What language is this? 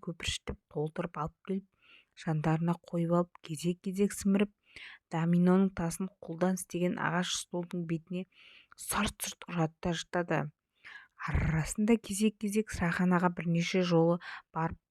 Kazakh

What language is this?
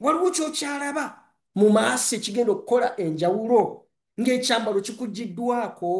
Ganda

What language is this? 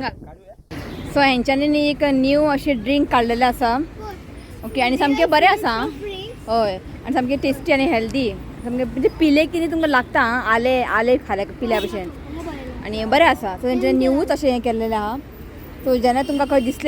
Konkani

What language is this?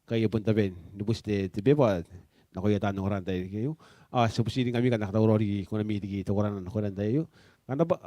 Gilbertese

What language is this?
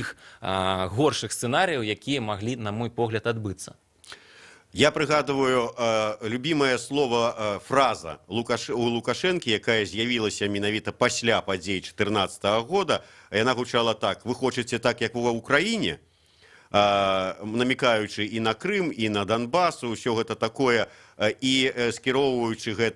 Belarusian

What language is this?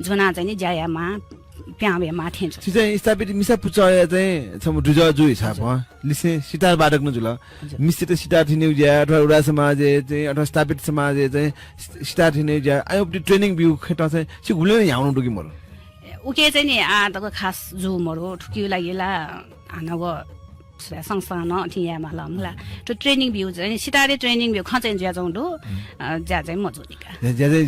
Newari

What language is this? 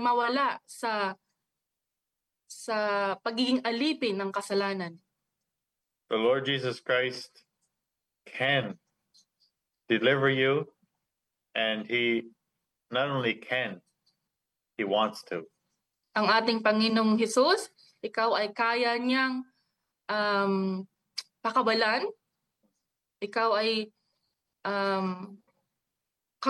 Filipino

